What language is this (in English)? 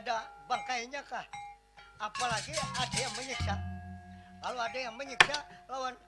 Banjar